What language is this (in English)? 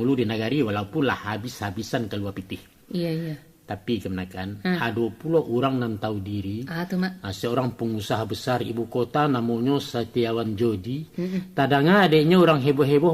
Minangkabau